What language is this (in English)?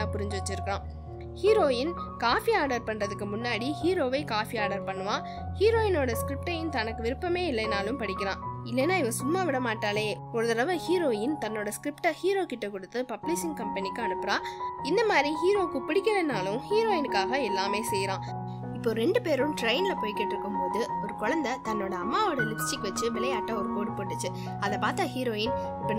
Tamil